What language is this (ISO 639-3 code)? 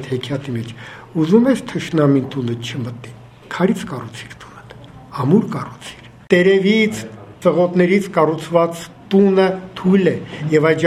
hye